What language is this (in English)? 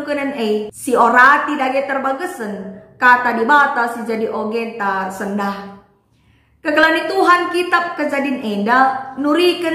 Batak Karo